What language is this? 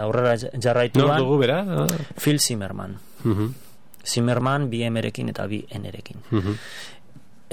Basque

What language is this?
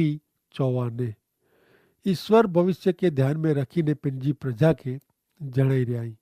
Kachhi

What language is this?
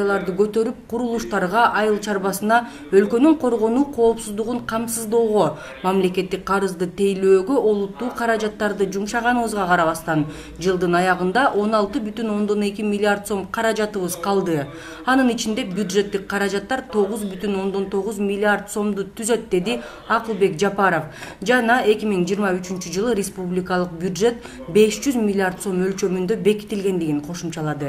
Kyrgyz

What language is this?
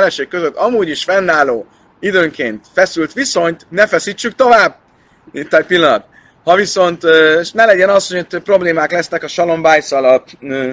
Hungarian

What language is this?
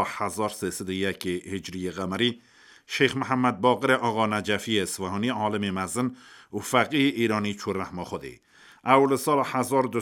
Kurdish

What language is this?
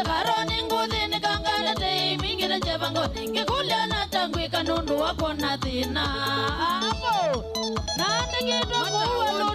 Kamba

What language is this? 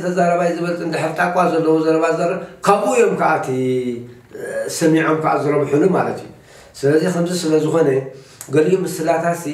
Tigrinya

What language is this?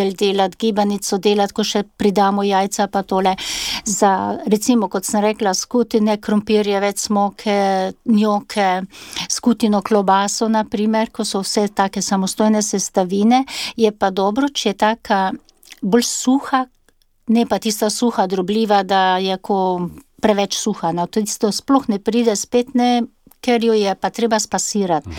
Slovenian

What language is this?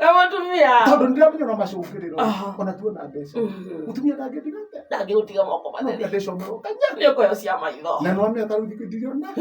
Kikuyu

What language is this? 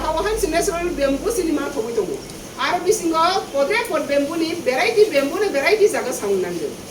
Kok Borok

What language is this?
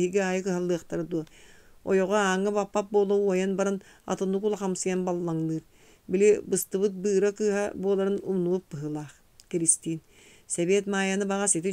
Yakut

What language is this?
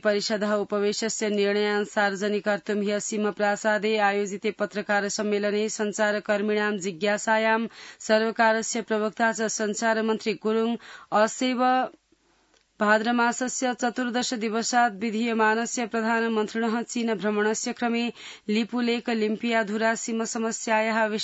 Sanskrit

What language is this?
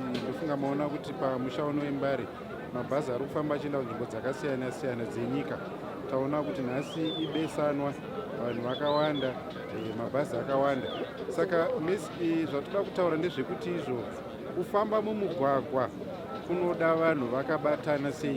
Shona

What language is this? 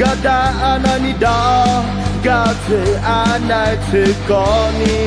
Akha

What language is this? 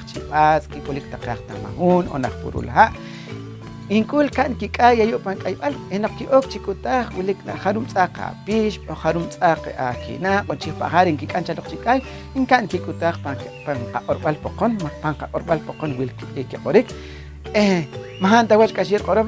Poqomchi'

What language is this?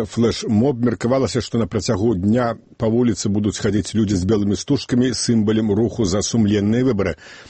Belarusian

